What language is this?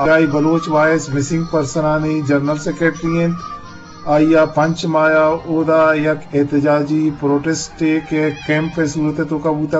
Eastern Balochi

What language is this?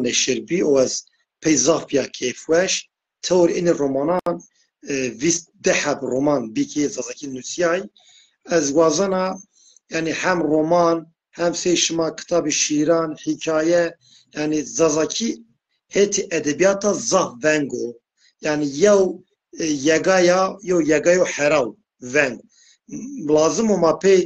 Zaza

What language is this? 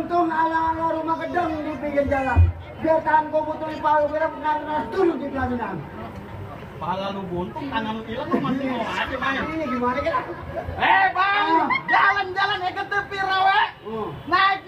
Betawi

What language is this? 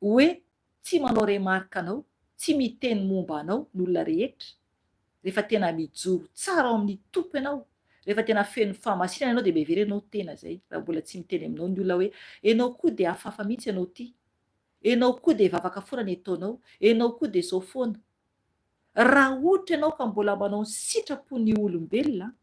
Malagasy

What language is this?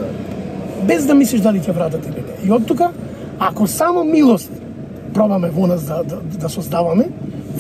Macedonian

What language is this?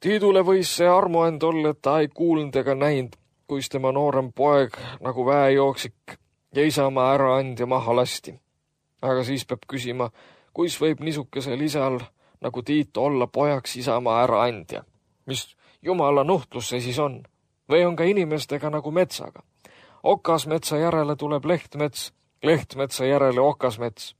Estonian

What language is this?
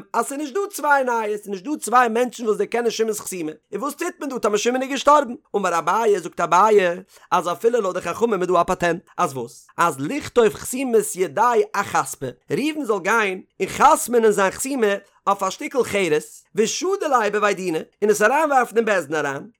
Yiddish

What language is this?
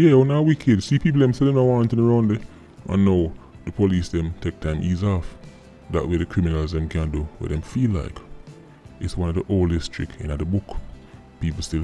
Jamaican Creole English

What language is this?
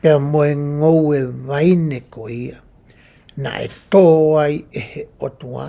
Tongan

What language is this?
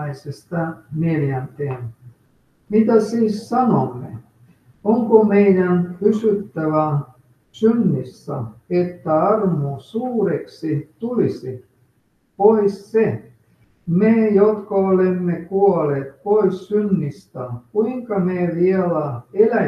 Finnish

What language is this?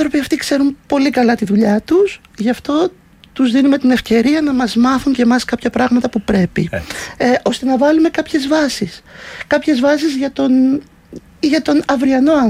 Greek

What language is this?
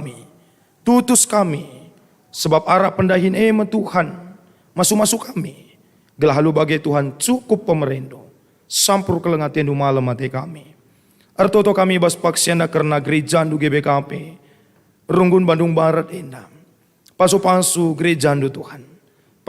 Batak Karo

